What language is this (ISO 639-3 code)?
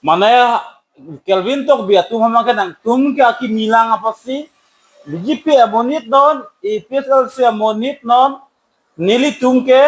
mjw